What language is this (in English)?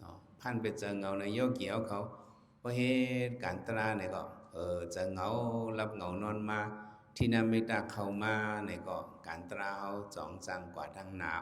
Shan